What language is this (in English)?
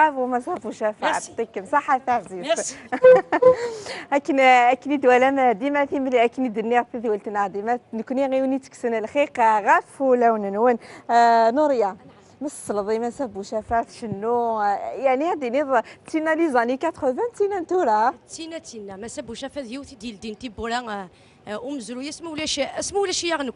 Kabyle